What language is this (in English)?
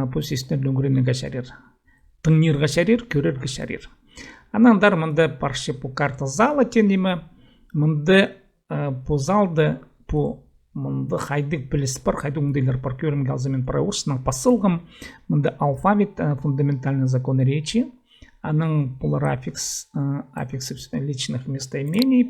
Khakas